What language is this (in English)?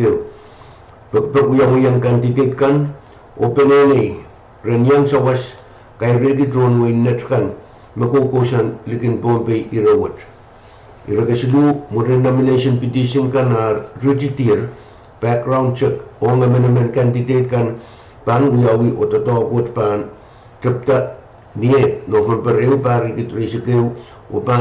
Pohnpeian